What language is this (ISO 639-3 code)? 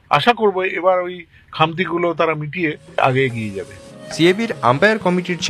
ben